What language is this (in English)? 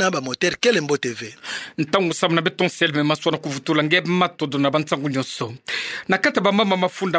Kituba (Democratic Republic of Congo)